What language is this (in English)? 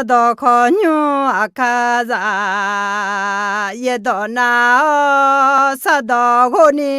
Akha